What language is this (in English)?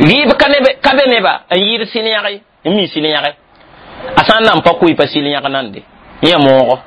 Mossi